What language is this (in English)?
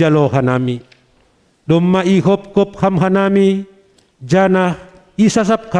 Batak Simalungun